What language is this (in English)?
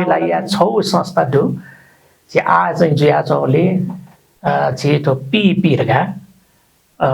Newari